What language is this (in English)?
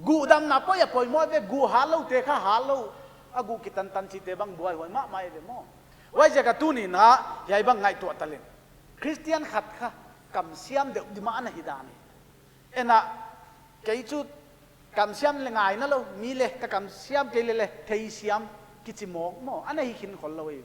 Paite Chin